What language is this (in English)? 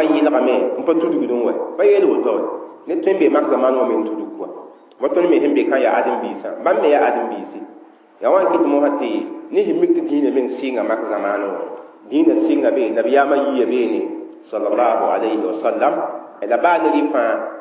Mossi